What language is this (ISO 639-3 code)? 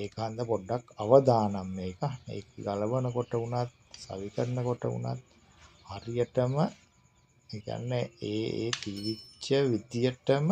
sin